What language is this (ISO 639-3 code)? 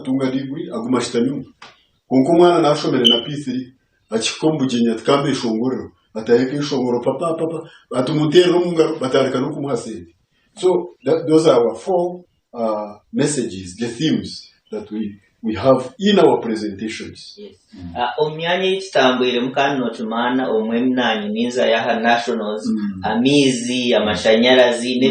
nyn